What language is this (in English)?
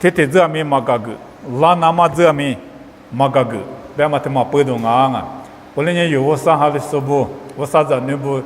Lisu